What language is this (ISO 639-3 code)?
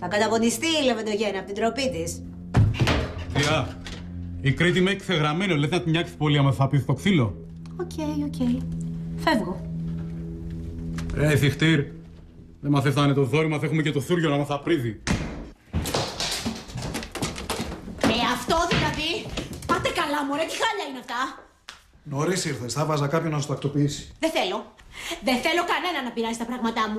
ell